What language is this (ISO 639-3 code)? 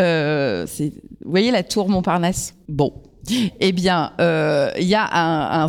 fra